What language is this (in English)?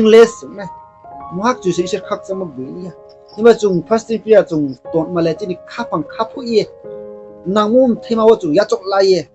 Riang (India)